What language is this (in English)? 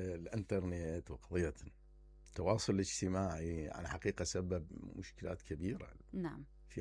Mesopotamian Arabic